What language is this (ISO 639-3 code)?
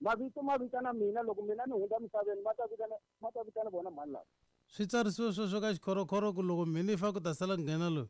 tso